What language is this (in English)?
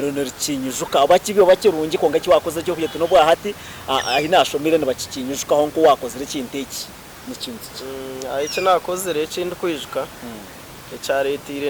Nyankole